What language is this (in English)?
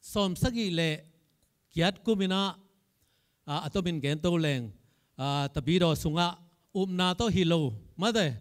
Tedim Chin